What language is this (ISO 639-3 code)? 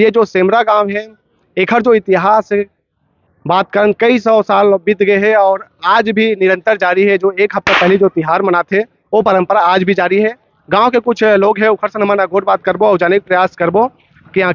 hne